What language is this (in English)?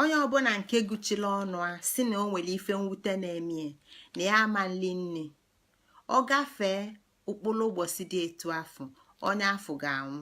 Igbo